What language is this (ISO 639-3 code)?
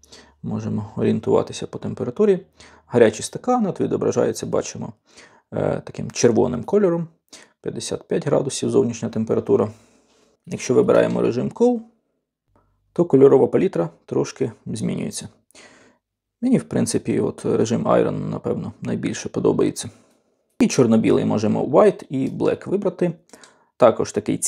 ukr